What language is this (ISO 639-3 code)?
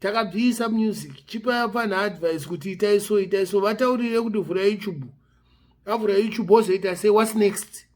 sna